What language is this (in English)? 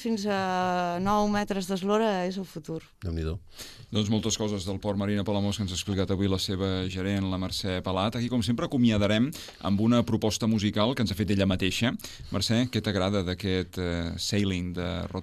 Catalan